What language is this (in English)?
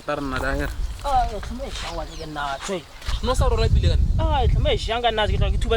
Tswana